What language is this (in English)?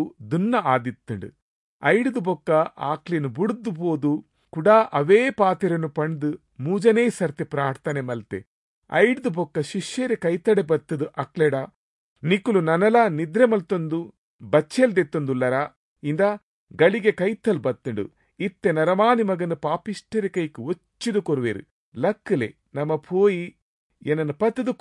Tulu